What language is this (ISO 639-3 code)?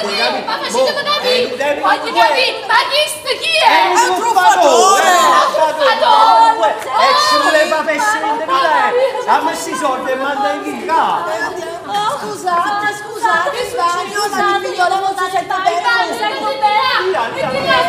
nap